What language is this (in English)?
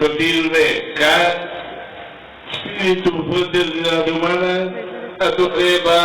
Tetum